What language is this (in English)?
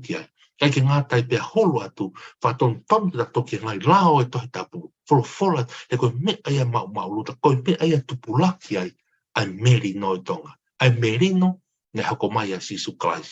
Tongan